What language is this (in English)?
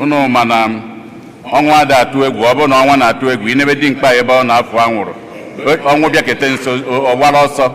Igbo